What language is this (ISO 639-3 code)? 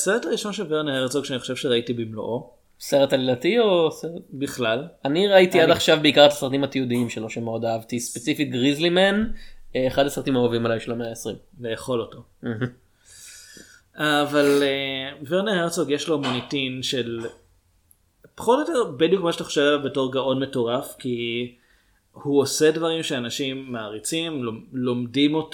heb